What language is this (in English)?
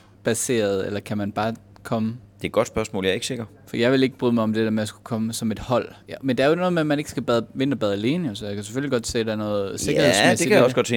Danish